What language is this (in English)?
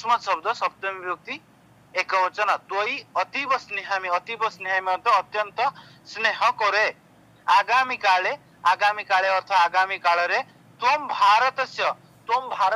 Odia